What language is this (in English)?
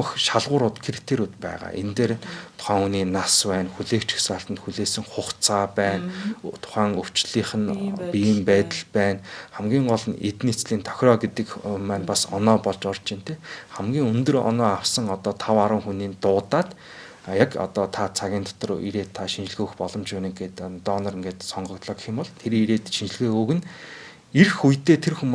Mongolian